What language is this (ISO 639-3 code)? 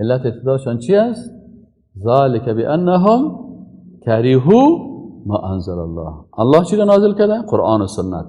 fas